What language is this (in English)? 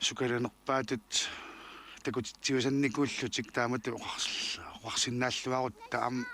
Kalaallisut